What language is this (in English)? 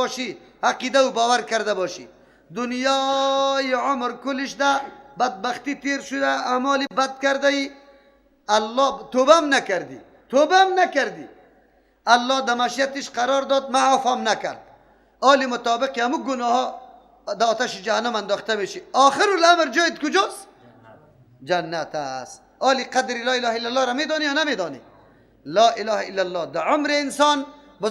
Persian